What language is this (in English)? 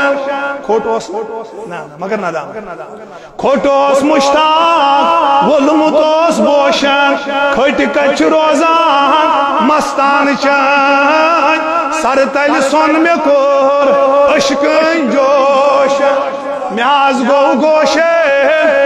Kashmiri